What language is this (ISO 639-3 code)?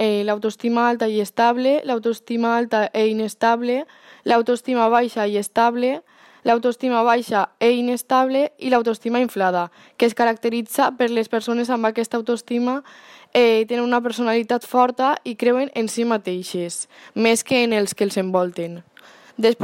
cat